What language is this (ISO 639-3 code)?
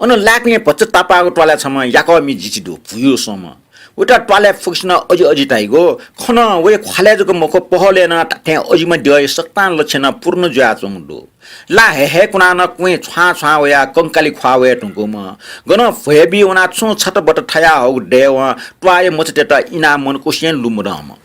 new